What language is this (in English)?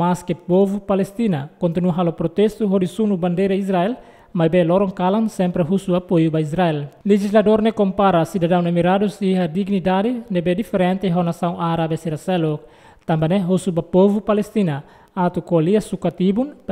Tetum